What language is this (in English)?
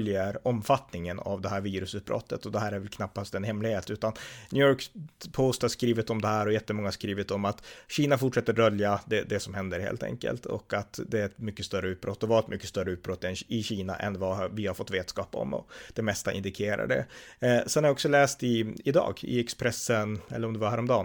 Swedish